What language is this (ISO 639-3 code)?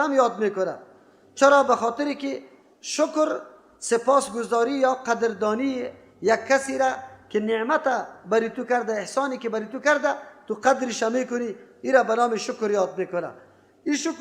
fas